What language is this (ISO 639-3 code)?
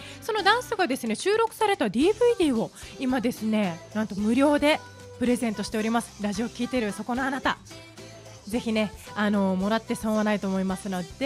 jpn